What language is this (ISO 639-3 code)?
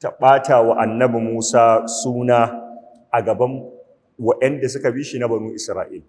hau